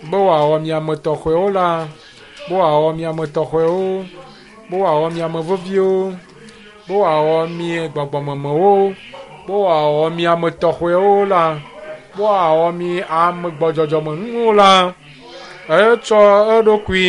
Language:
Ewe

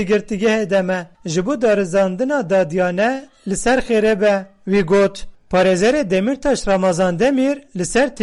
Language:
Kurdish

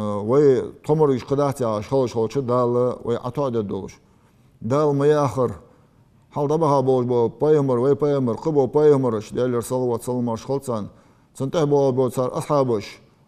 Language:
Ingush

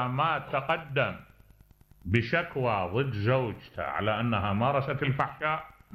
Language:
Mesopotamian Arabic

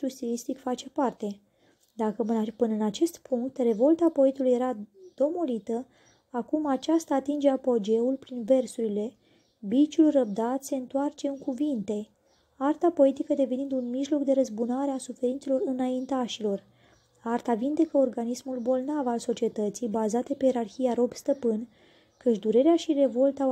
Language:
Romanian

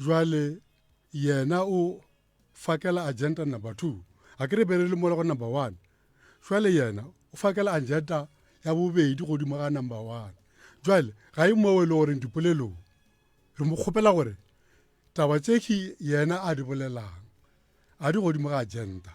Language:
Northern Sotho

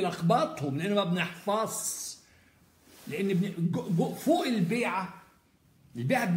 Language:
Egyptian Arabic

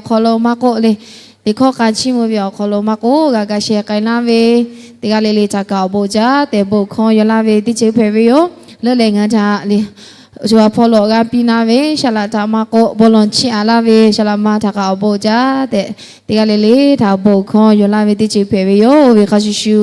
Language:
Lahu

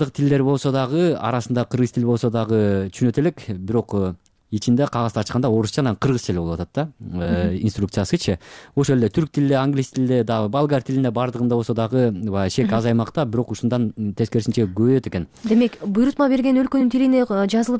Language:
Kyrgyz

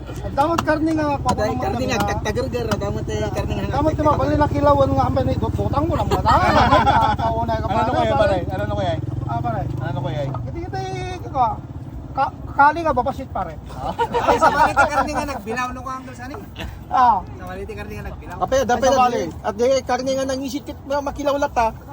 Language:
Iloko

